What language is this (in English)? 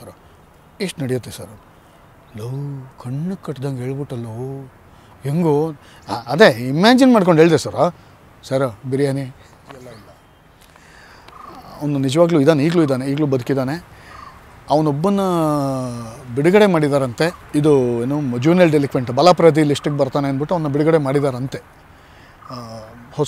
Kannada